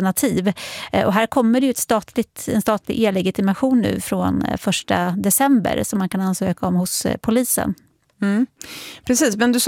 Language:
Swedish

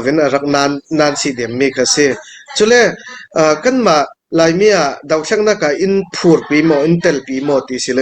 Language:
Hakha Chin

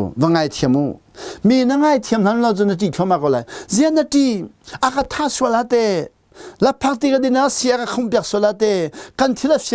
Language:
Hakha Chin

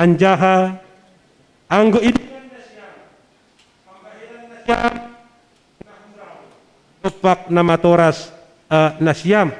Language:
Batak Simalungun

